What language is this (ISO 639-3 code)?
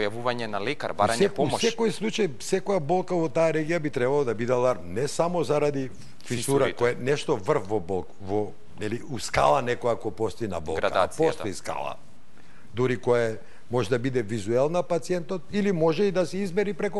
mkd